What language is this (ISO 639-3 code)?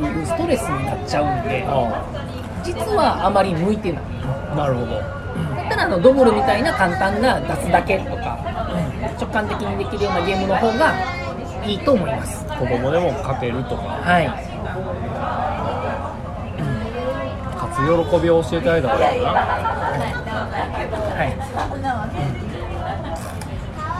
jpn